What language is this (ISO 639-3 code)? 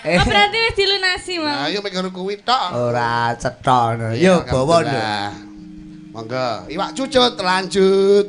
jav